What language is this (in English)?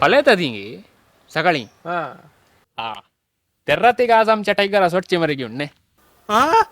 Konkani